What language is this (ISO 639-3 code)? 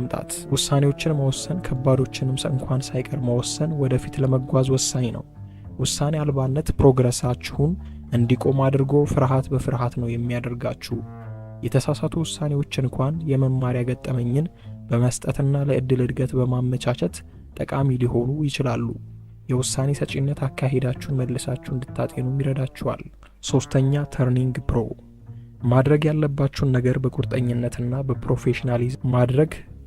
amh